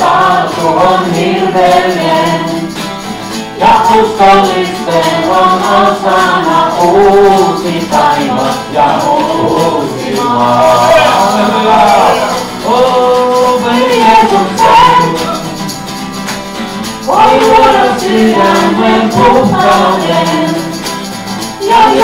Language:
Finnish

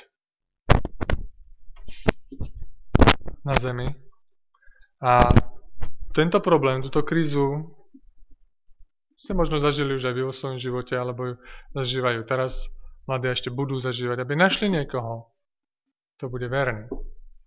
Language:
Slovak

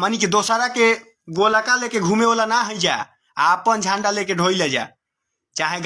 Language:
Bhojpuri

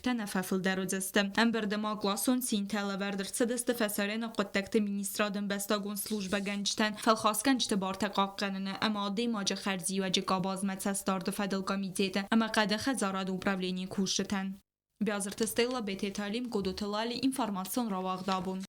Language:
Ossetic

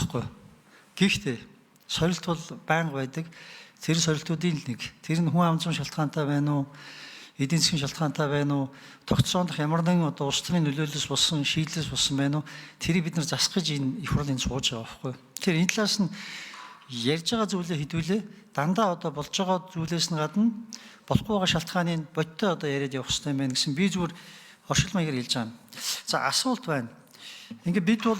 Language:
Mongolian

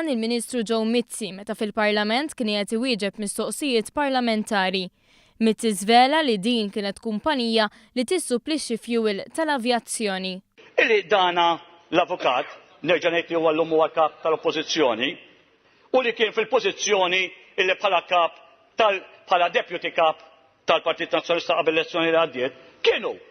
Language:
Maltese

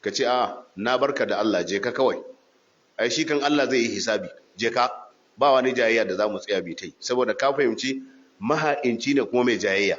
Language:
Hausa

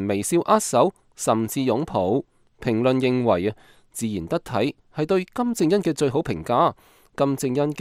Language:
Cantonese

